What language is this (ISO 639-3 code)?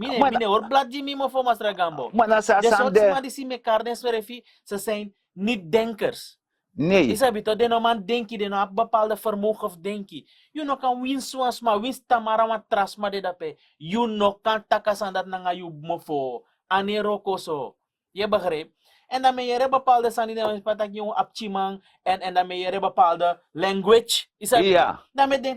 srn